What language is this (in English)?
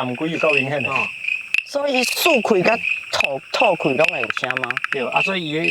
Min Nan Chinese